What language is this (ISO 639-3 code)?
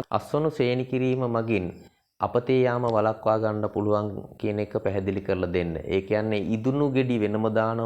sin